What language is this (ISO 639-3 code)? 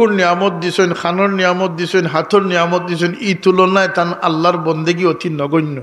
syl